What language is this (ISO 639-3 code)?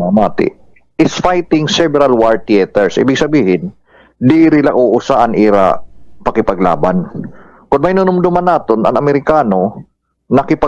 war